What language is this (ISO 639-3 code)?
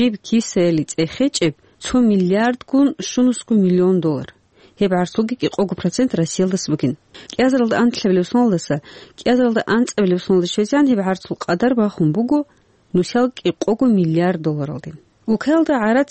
ava